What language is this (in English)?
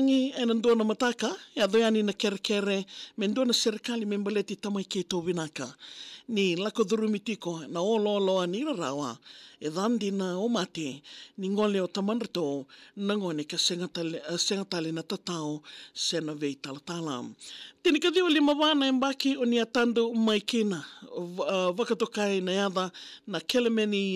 Fijian